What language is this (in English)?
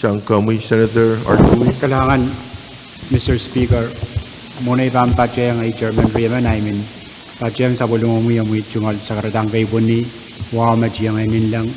Pohnpeian